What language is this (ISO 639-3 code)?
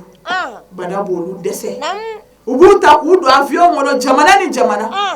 bam